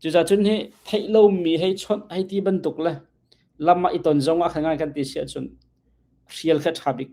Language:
Hakha Chin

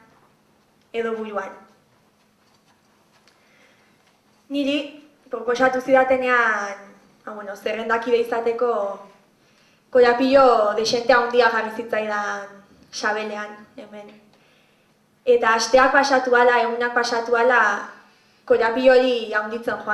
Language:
Basque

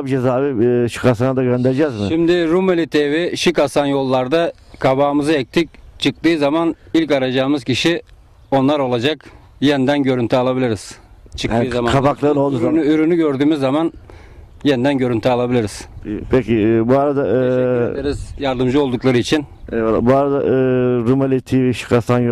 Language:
Turkish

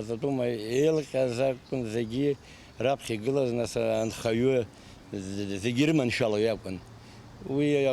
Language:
Abkhazian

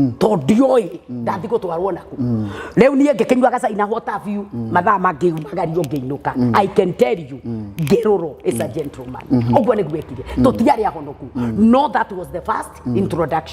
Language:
Kikuyu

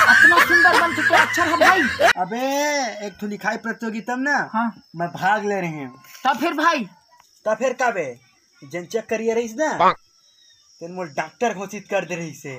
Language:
Chhattisgarhi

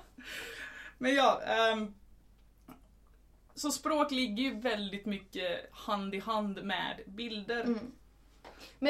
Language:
Swedish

